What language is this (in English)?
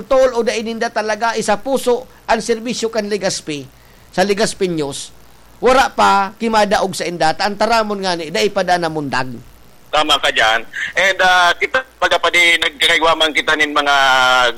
Bikol